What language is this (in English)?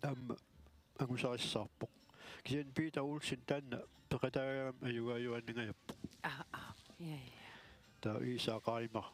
Kalaallisut